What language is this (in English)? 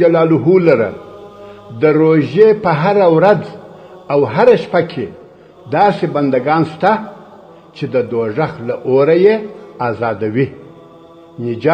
Pashto